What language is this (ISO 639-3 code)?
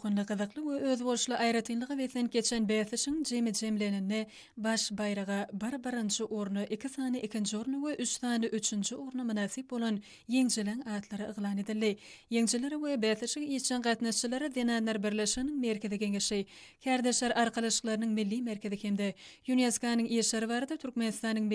tuk